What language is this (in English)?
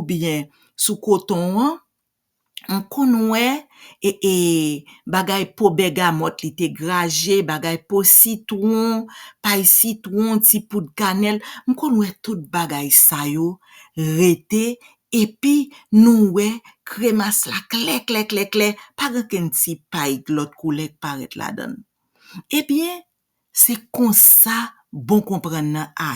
Haitian Creole